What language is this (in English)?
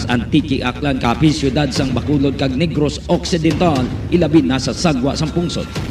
Hiligaynon